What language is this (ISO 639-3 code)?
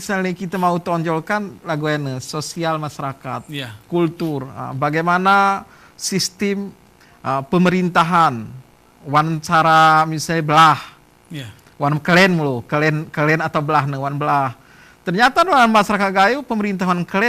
gay